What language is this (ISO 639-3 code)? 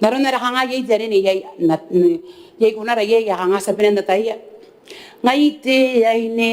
gil